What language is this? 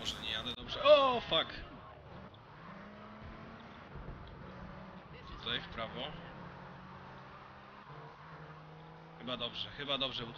Polish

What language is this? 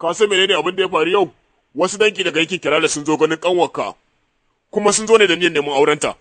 Hausa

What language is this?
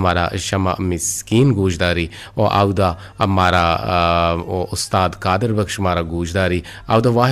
Eastern Balochi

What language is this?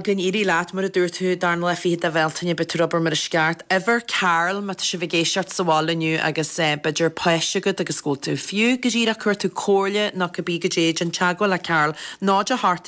Irish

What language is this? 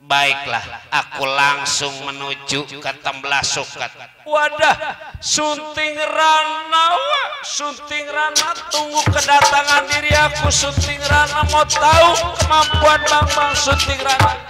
Betawi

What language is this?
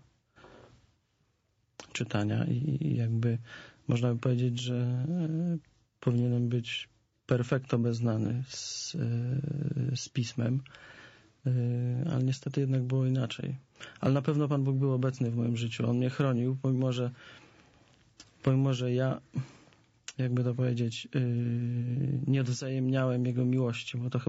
Polish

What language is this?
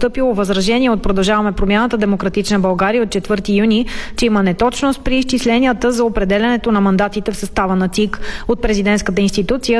Bulgarian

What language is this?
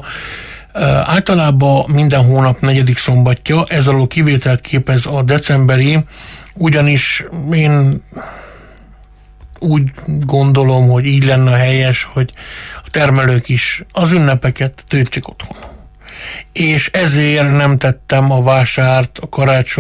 Hungarian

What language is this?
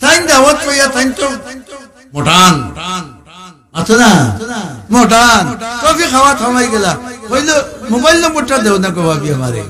Sylheti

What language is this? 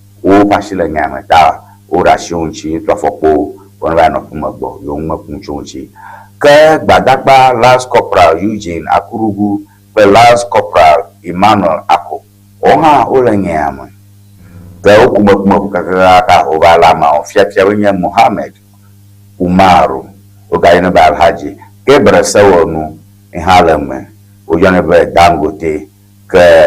Ewe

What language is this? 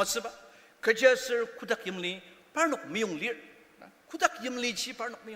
Ao Naga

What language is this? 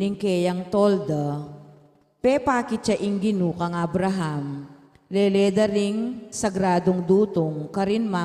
Pampanga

